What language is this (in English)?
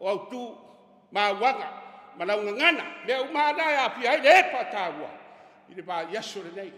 Samoan